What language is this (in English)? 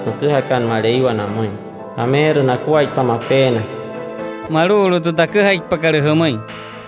Wayuu